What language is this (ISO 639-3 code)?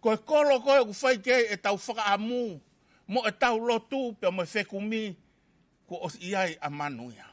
ton